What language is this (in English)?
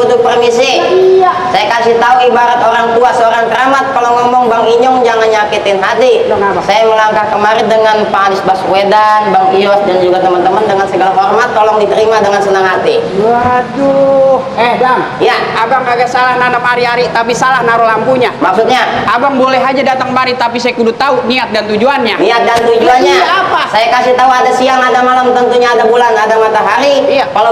Betawi